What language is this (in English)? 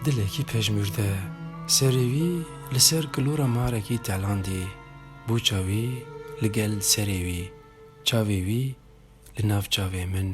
Kurdish